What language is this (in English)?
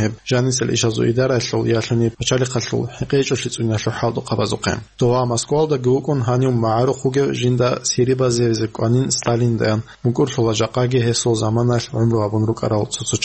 Avaric